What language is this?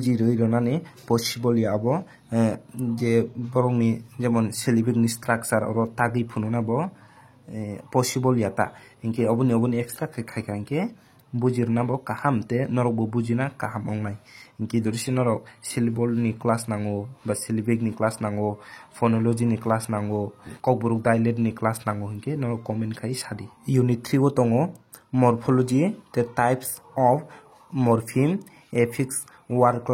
Kok Borok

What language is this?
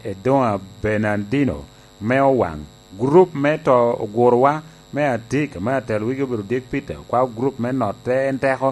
Lango (Uganda)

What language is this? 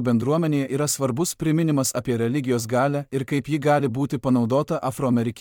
Lithuanian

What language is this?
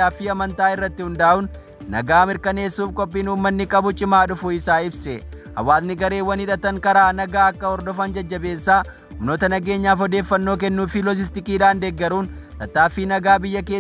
Oromo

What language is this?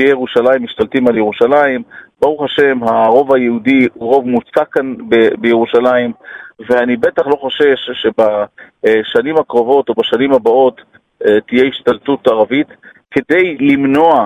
Hebrew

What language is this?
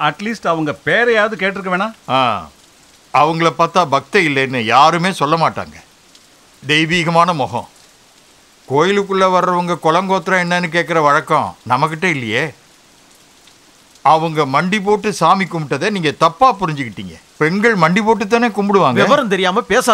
Tamil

